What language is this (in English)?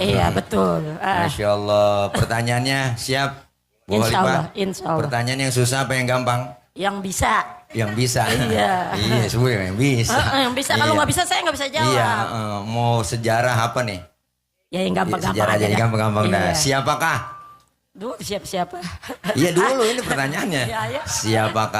Betawi